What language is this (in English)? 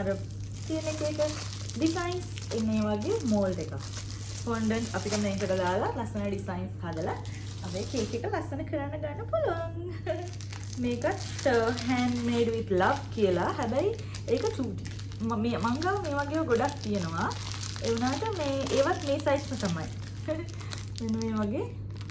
Sinhala